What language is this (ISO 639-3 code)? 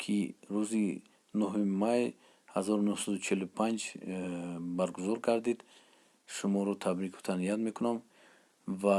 tgk